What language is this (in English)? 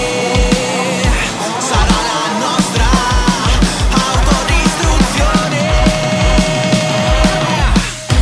Italian